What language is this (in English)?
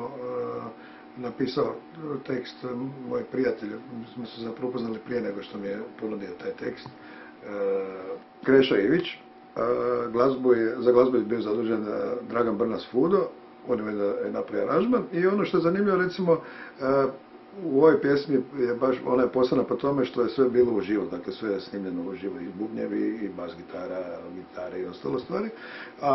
Croatian